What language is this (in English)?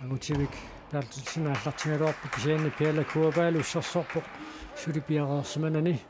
Kalaallisut